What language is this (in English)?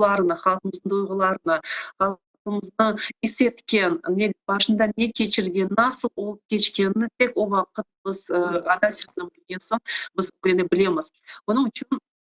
Crimean Tatar